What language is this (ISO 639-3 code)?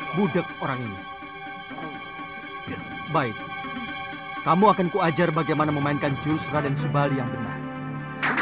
ind